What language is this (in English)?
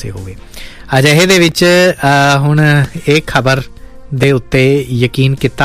Punjabi